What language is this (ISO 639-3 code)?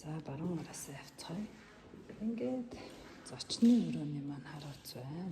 mon